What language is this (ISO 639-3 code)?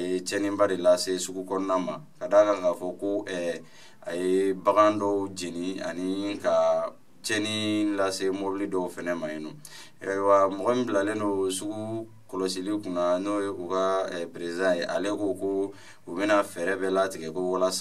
bam